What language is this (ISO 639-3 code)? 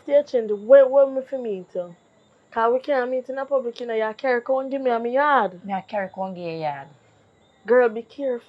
jam